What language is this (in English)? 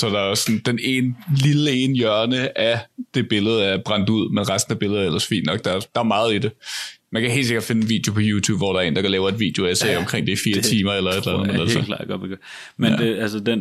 Danish